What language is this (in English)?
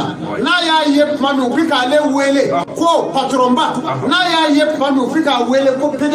Bambara